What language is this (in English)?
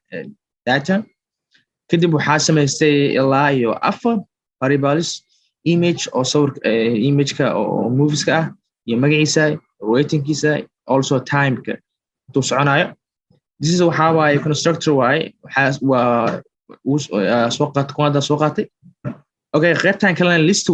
Somali